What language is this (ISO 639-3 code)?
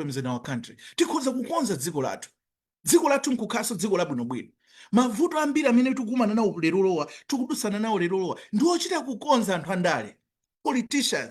nya